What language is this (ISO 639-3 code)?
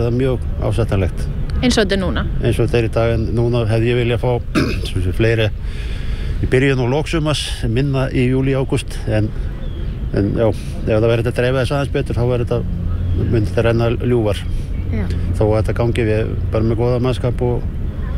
isl